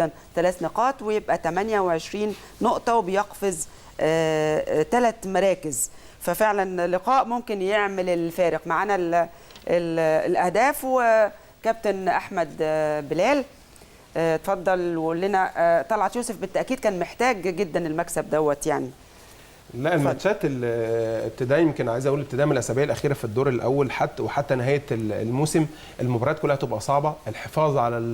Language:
Egyptian Arabic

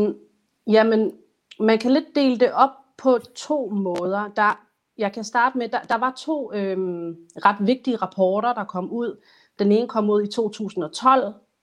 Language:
Danish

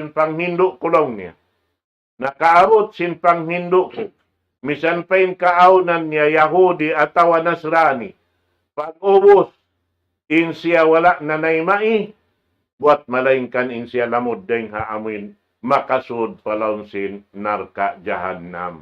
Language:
Tausug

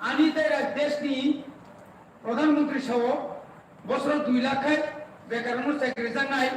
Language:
Kok Borok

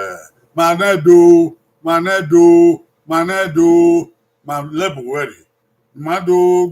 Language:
Bini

